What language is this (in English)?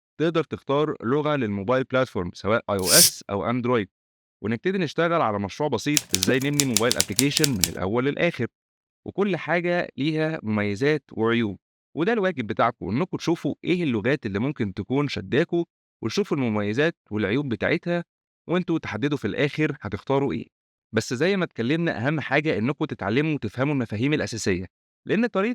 Egyptian Arabic